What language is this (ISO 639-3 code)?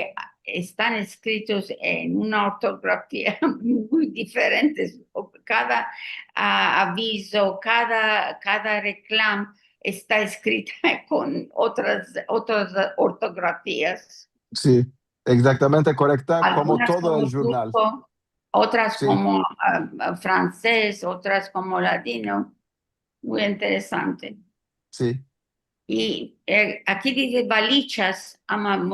lad